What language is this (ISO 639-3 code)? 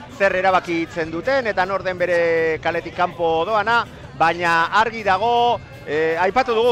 eus